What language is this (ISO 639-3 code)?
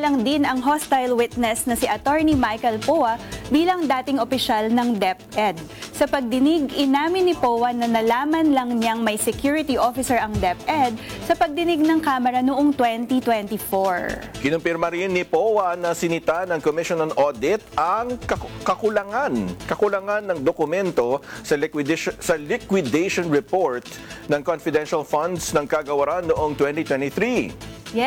fil